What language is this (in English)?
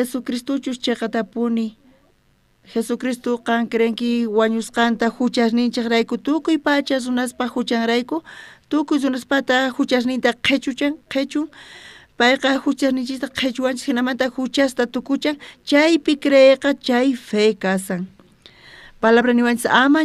South Bolivian Quechua